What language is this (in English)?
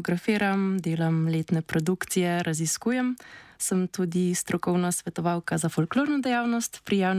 Slovenian